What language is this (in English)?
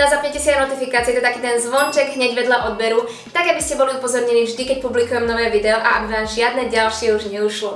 Slovak